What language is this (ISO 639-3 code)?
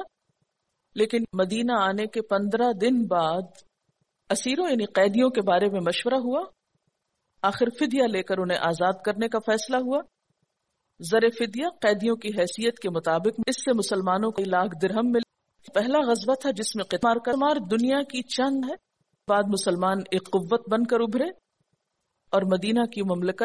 urd